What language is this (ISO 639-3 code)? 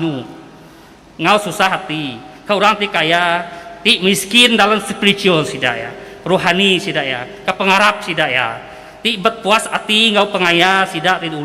iba